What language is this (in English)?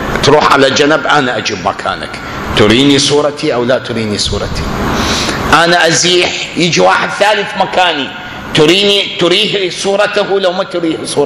Mesopotamian Arabic